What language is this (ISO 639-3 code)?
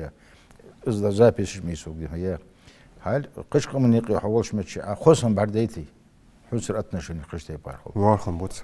inh